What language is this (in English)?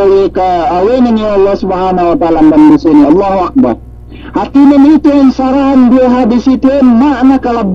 Yakan